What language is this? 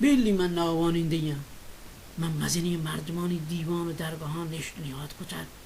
Baluchi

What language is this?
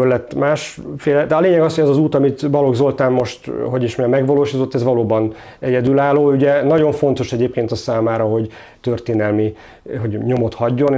Hungarian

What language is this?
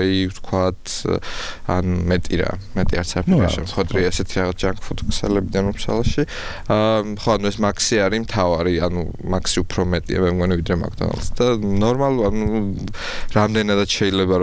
Georgian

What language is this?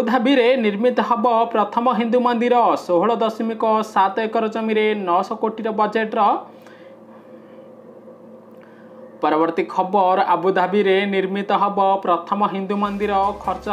Odia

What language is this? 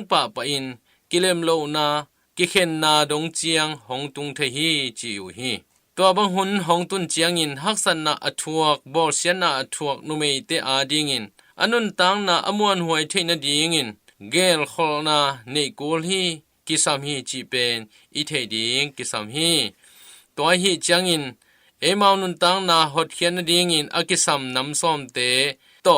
Tedim Chin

